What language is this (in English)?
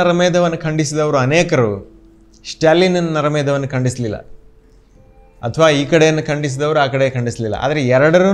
Kannada